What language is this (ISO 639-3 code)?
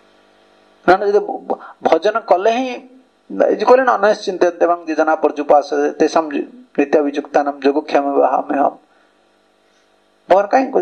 ori